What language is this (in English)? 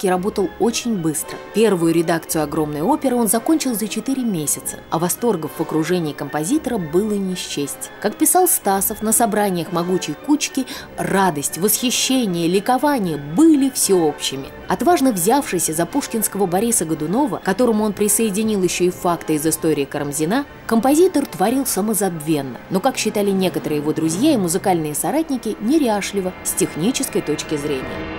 Russian